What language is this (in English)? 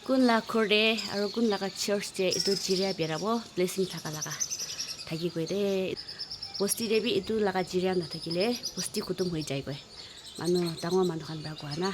Naga Pidgin